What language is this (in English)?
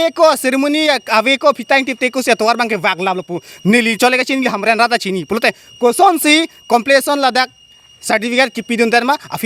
Karbi